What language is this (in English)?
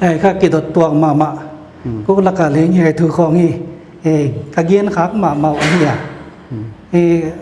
Paite Chin